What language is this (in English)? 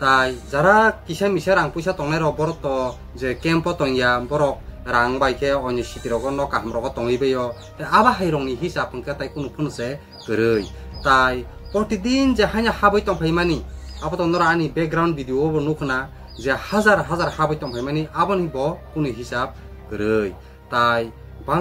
Kok Borok